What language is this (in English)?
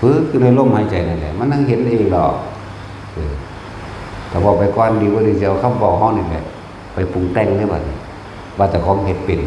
Northeastern Thai